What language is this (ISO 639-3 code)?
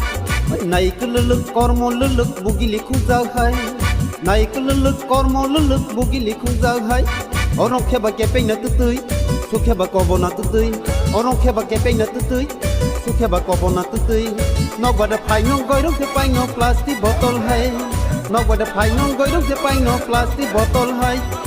trp